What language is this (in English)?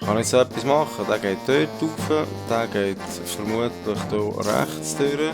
Swiss German